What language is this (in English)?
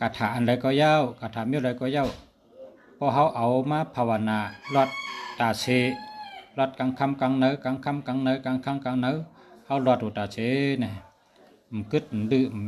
Shan